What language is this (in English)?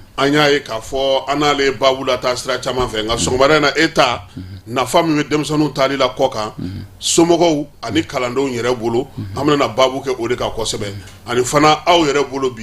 Bambara